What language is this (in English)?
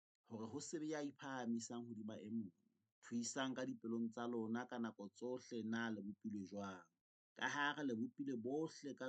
Southern Sotho